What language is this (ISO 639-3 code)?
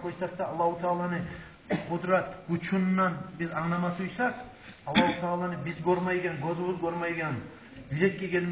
kum